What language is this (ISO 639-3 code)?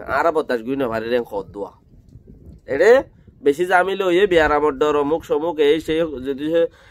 rhg